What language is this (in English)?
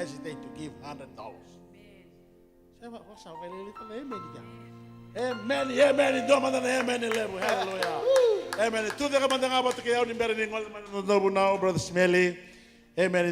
Fijian